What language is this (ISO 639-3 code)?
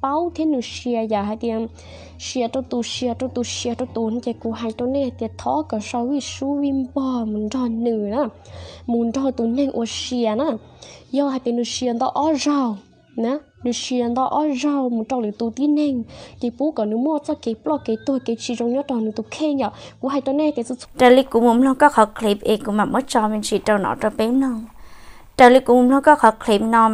hmn